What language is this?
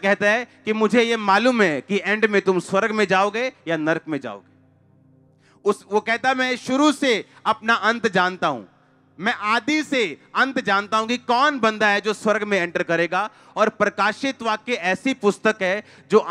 Hindi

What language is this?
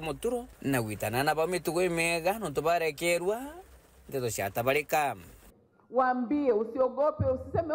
Meru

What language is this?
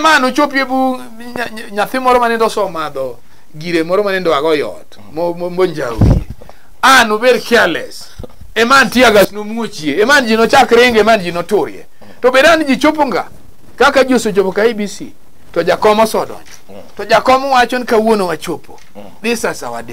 Luo (Kenya and Tanzania)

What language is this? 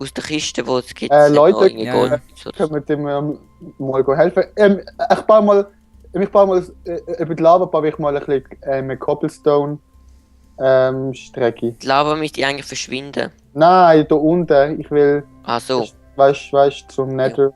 Swiss German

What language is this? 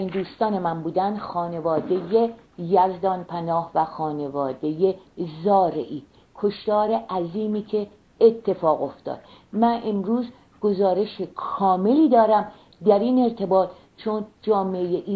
Persian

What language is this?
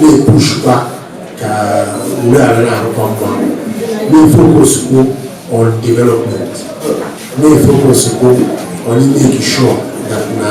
Igbo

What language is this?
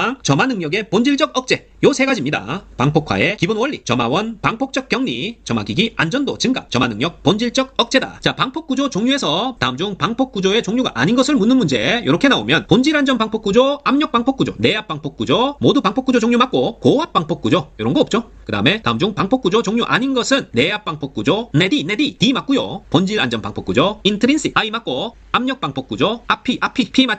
Korean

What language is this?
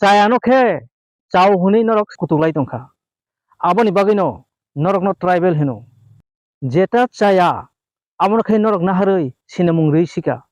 Kok Borok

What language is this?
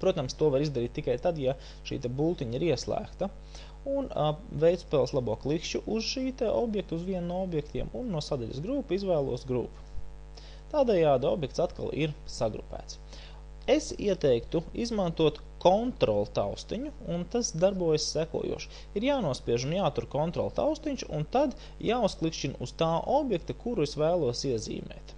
Latvian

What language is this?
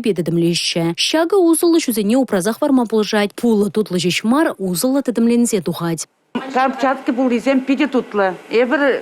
Chuvash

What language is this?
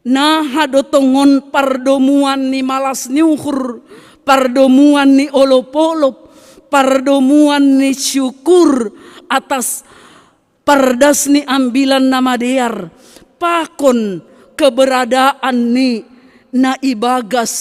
Batak Simalungun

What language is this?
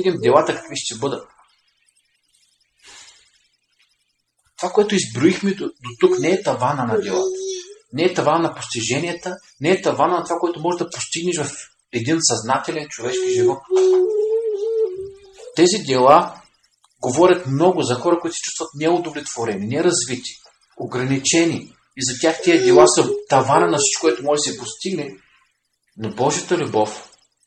Bulgarian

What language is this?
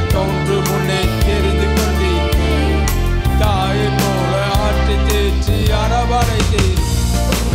Tamil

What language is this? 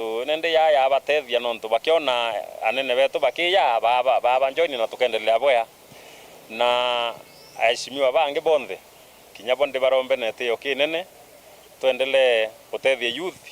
Meru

